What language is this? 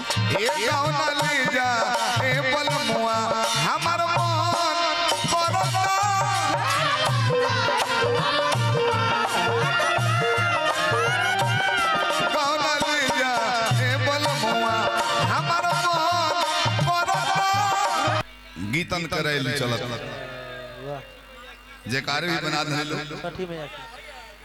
Bhojpuri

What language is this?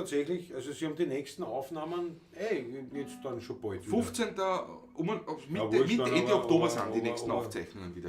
Bavarian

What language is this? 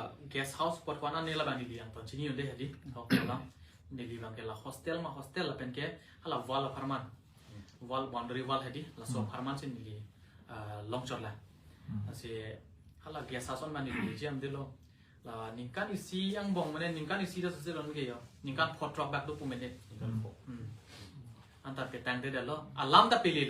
Karbi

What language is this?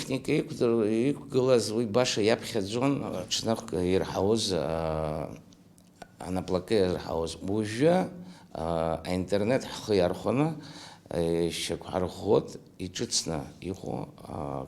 Abkhazian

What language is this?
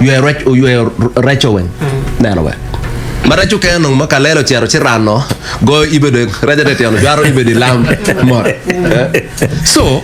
Acoli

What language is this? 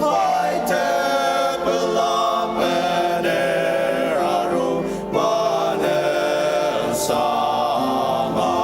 Ao Naga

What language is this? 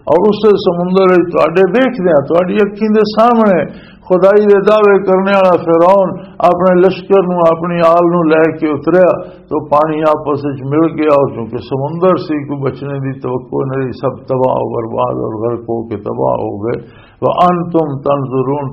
Western Panjabi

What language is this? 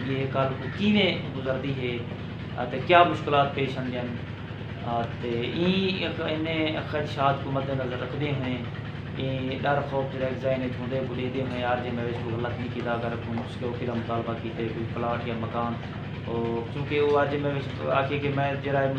Saraiki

